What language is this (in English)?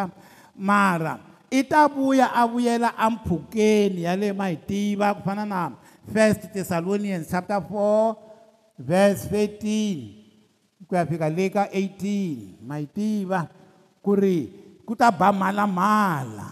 Tsonga